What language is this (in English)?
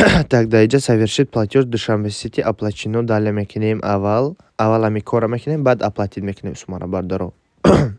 Tajik